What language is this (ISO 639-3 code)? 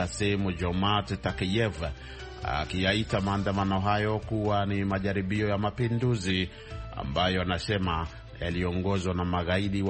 swa